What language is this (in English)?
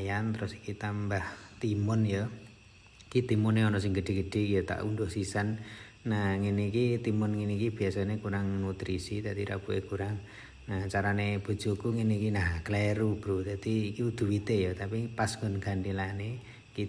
Javanese